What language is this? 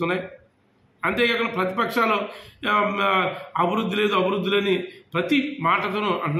Telugu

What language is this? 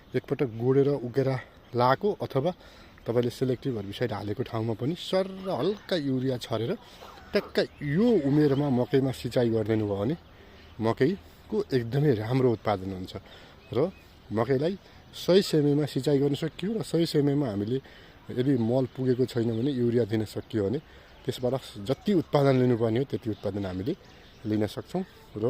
Nepali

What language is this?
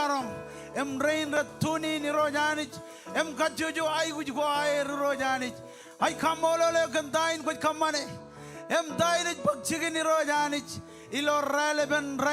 Marshallese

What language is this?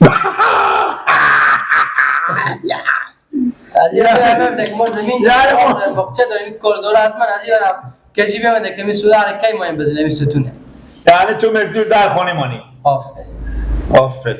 Persian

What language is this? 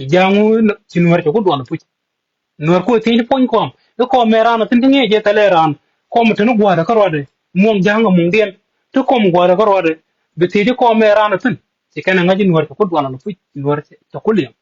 Nuer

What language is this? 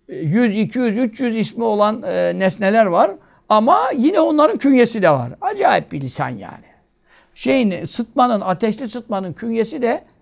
Turkish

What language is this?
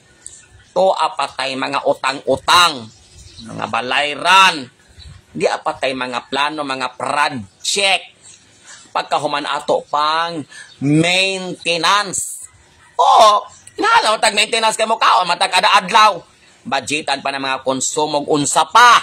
Cebuano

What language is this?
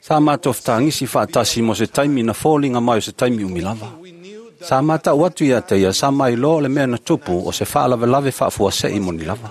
Samoan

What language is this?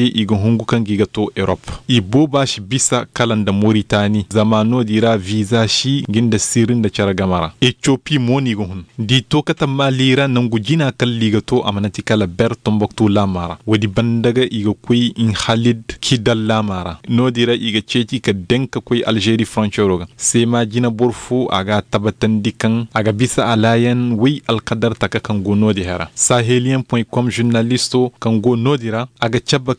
Koyraboro Senni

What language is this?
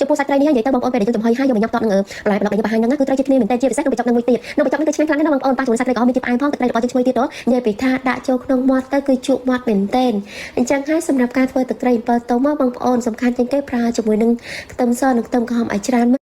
Khmer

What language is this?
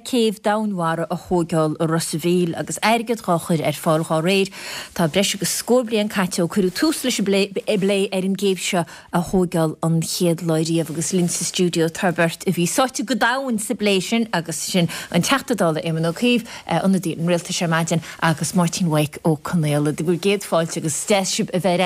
Irish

